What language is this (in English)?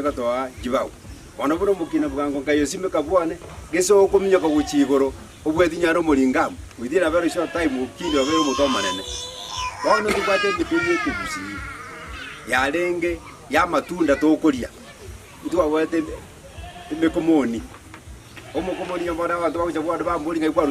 Gusii